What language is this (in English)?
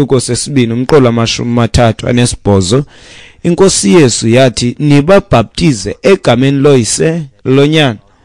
Xhosa